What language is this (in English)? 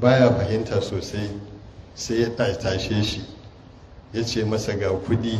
Hausa